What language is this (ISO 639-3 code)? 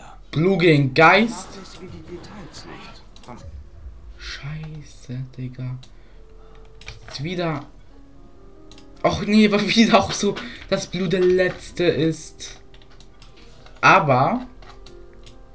deu